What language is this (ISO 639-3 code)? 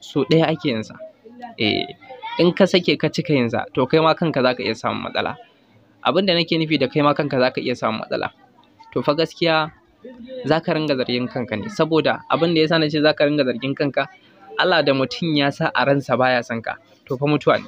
hau